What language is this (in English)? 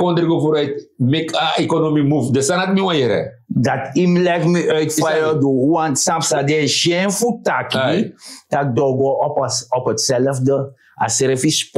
Sranan Tongo